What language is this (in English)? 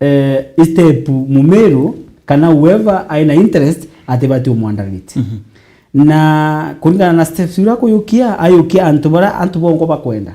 Meru